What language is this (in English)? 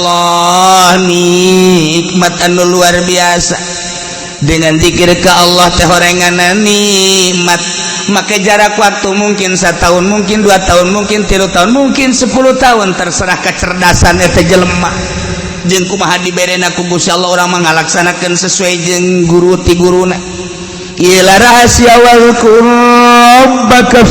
Sundanese